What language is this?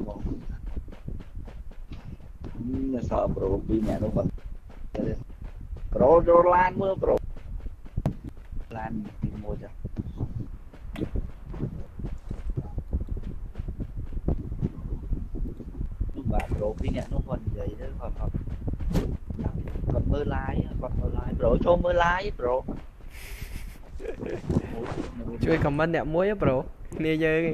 Vietnamese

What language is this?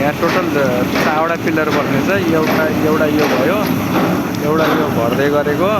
Nepali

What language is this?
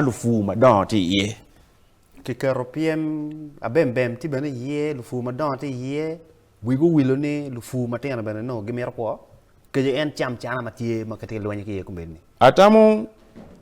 Acoli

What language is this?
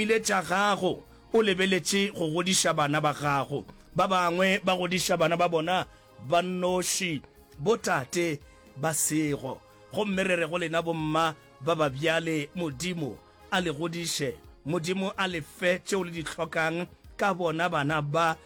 Northern Sotho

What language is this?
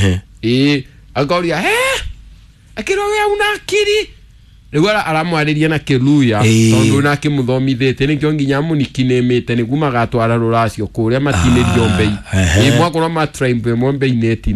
Kikuyu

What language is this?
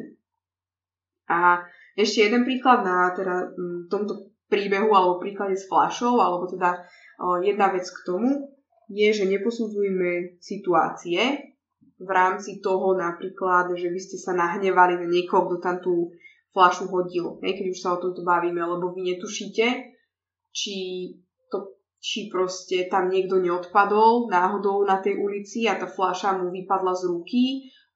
Slovak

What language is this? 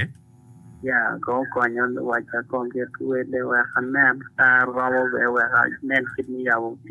Acoli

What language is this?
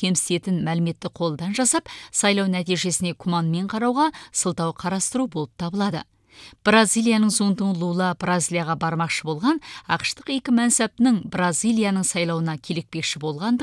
Kazakh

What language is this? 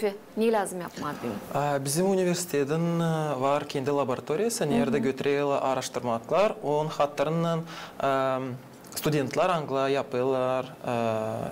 Gagauz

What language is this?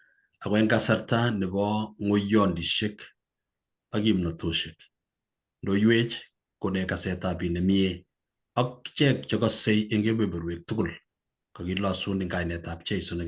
Kalenjin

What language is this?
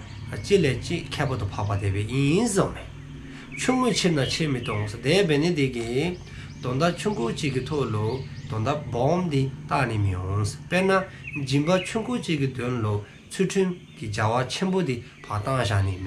Dzongkha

